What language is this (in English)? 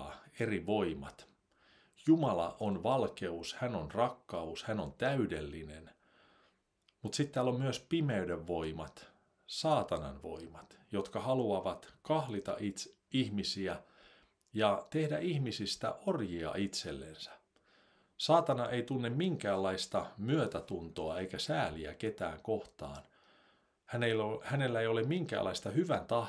Finnish